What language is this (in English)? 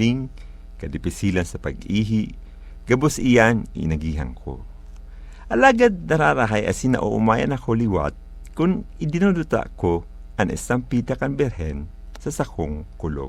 Bikol